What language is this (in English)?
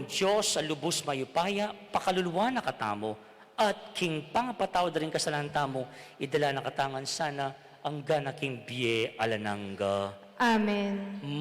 Pampanga